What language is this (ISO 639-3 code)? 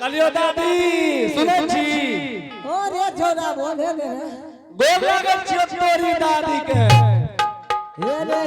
anp